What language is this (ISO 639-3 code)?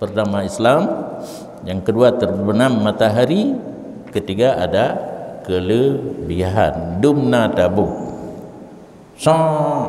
ace